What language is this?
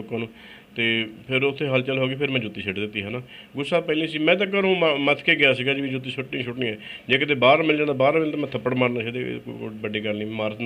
Punjabi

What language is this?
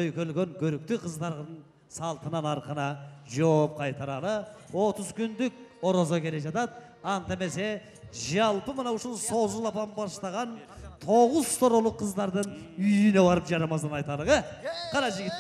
Kyrgyz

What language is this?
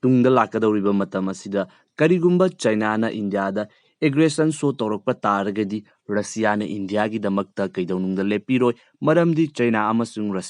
Manipuri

